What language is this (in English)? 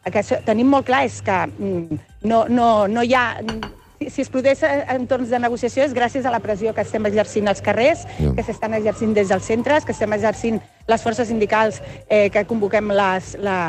Catalan